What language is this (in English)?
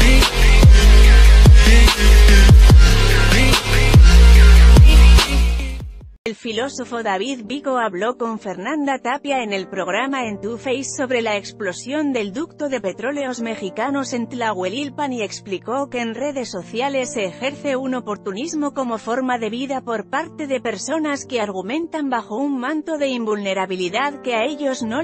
Spanish